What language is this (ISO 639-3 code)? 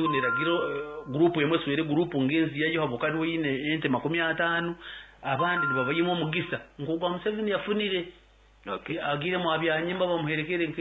nyo